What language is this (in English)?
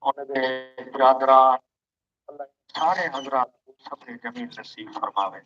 Saraiki